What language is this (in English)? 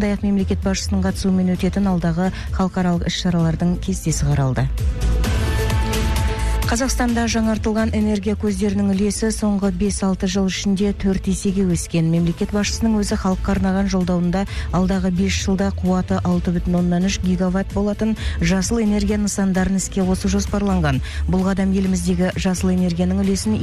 Kazakh